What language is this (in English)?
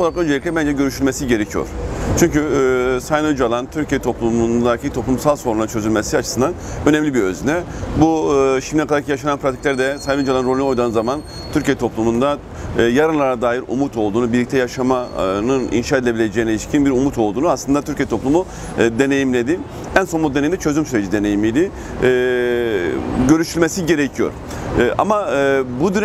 Turkish